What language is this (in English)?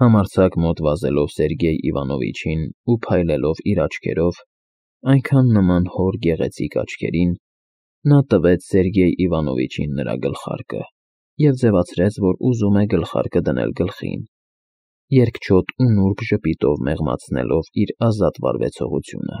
Armenian